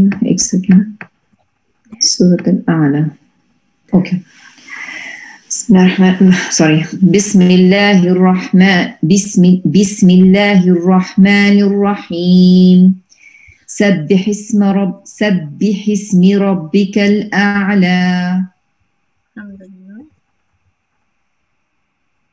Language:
Urdu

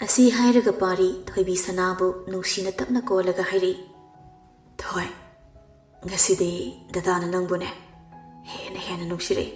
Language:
Manipuri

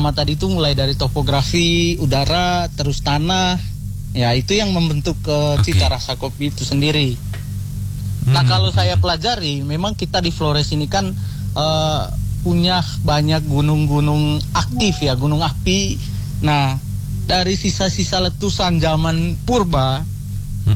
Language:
Indonesian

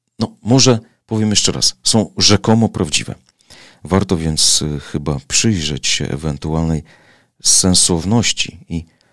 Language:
Polish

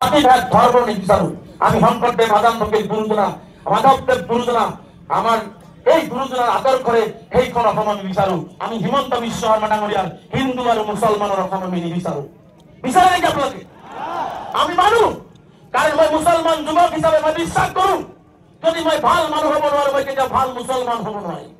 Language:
Assamese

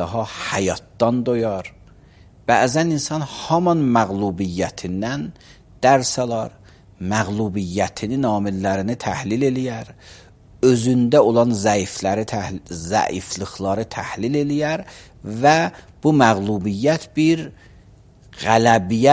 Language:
Azerbaijani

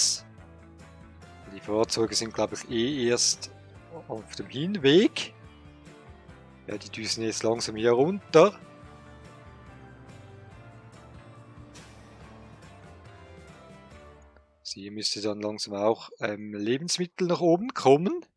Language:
German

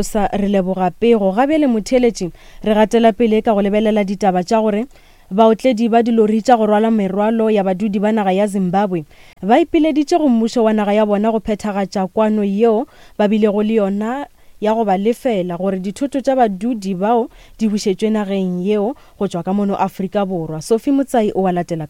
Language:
Northern Sotho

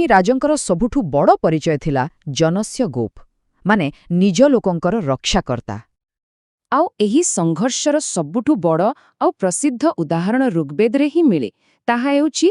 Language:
Odia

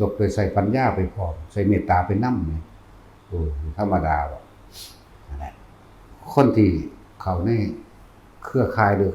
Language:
Northeastern Thai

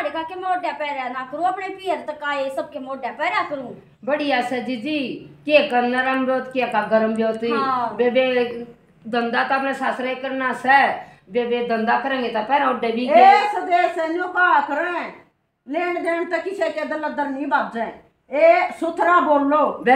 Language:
Haryanvi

